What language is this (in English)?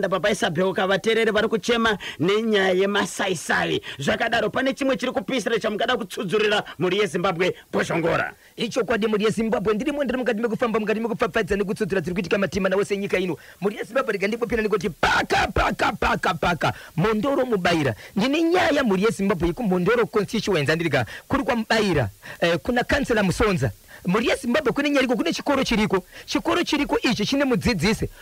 Shona